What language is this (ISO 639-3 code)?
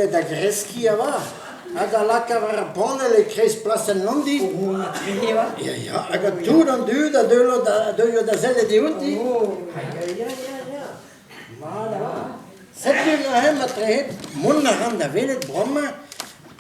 bre